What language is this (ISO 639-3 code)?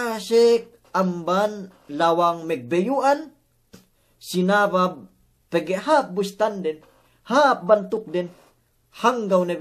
yka